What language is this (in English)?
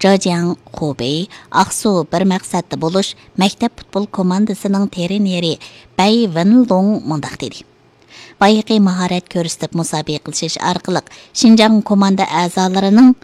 Uyghur